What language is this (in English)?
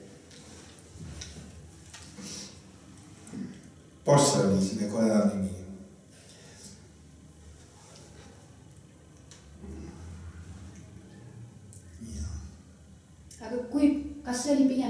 Estonian